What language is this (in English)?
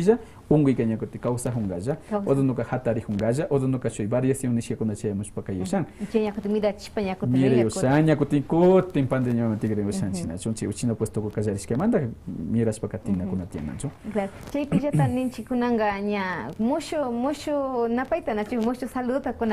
Quechua